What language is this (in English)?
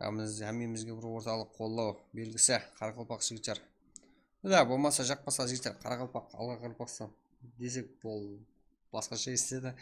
Kara-Kalpak